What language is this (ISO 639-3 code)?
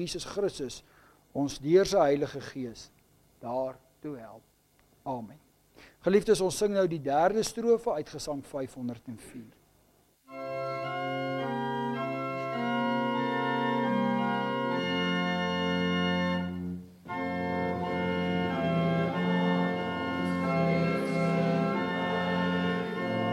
afr